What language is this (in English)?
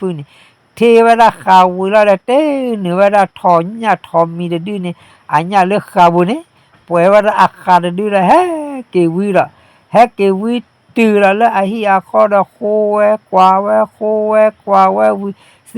S'gaw Karen